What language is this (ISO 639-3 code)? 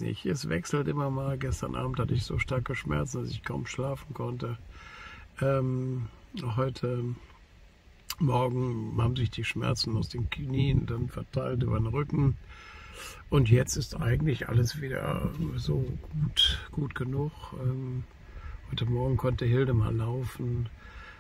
deu